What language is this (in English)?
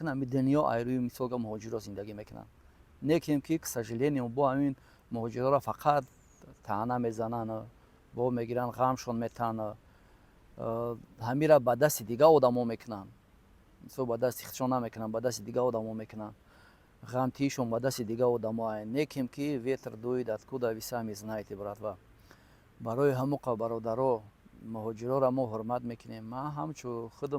Tajik